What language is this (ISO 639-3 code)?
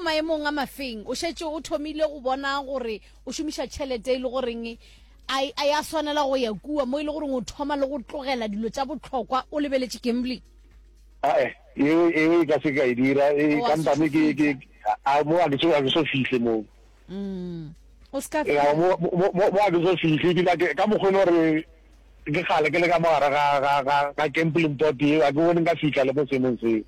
nso